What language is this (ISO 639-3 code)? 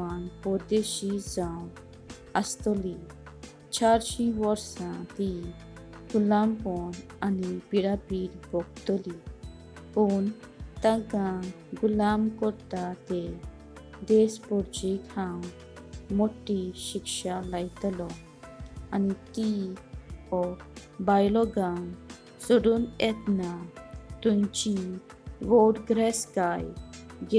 kok